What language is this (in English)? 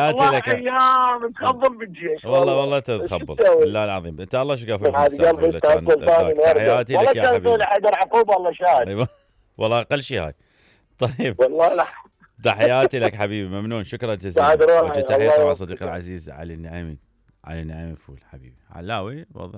Mesopotamian Arabic